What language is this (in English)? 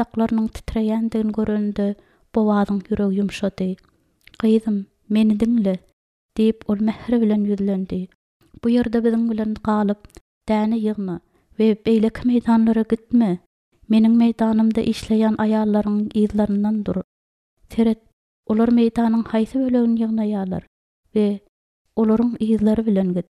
Turkmen